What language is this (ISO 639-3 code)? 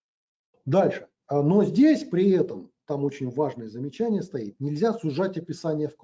rus